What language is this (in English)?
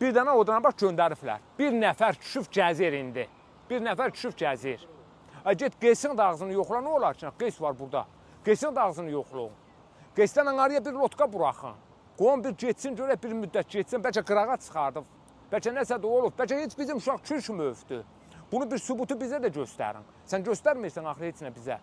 Azerbaijani